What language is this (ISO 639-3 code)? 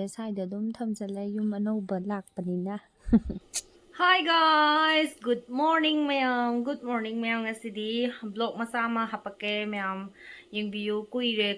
mni